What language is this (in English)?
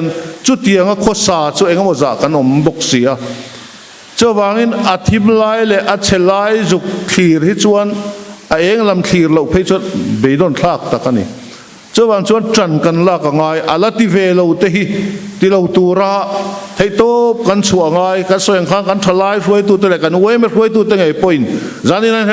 Mizo